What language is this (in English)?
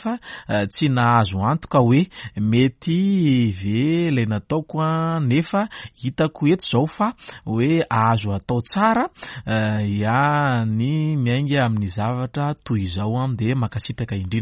Malagasy